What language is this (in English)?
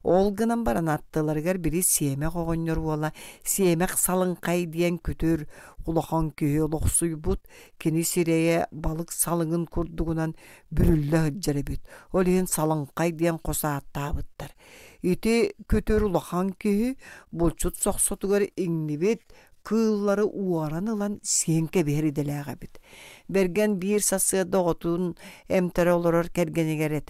Yakut